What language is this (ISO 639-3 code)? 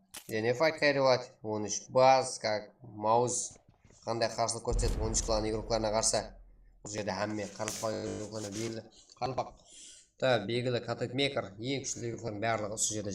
kaa